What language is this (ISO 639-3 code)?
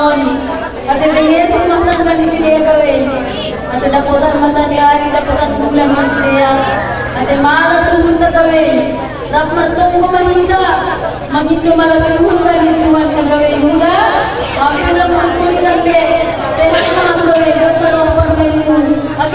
bts